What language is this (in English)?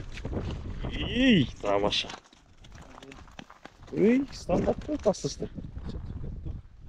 Kazakh